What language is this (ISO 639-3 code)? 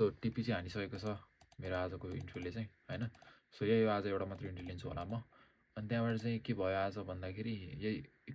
nep